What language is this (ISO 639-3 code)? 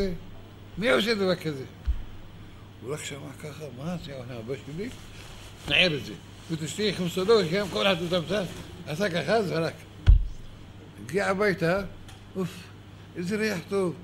heb